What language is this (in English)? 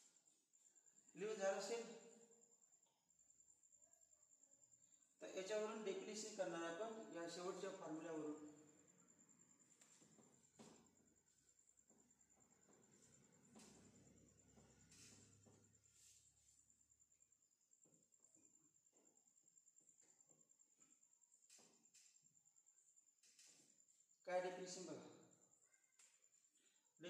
Marathi